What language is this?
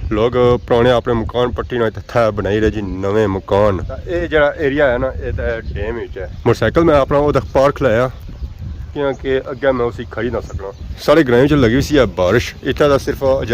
Pahari-Potwari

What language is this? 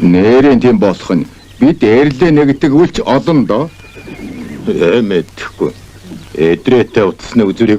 Mongolian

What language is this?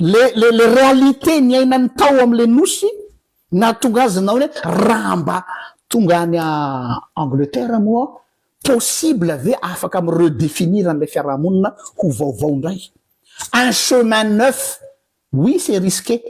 Malagasy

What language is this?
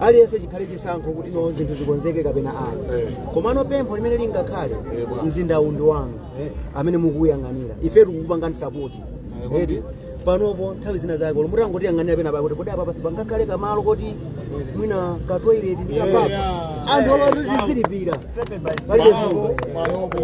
Nyanja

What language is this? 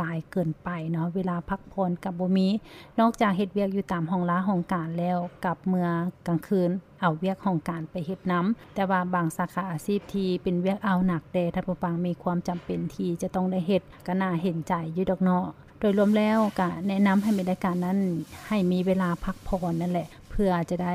Lao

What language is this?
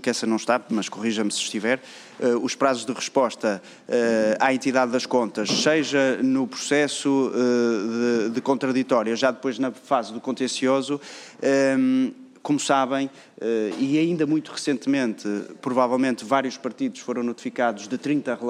Portuguese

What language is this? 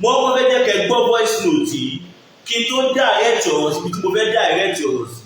Yoruba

